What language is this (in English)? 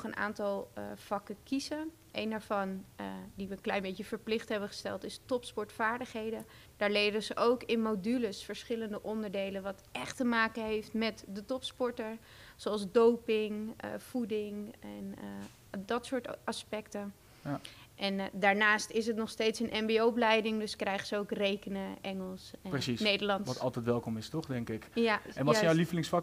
Dutch